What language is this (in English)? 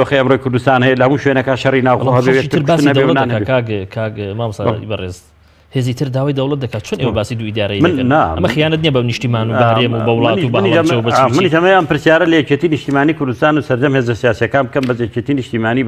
Central Kurdish